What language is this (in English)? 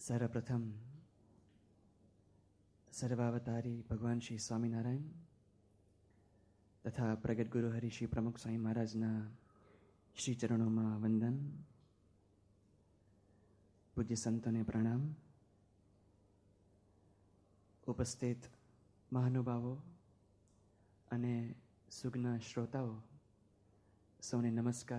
Gujarati